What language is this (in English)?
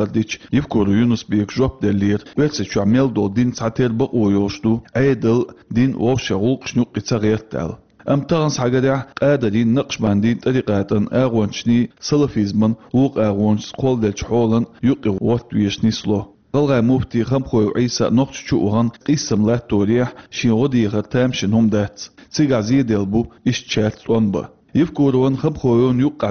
Chechen